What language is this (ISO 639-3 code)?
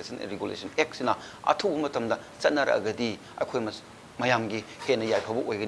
mni